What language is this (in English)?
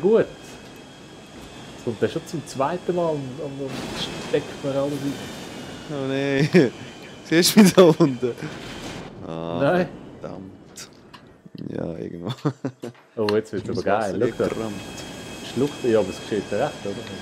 Swiss German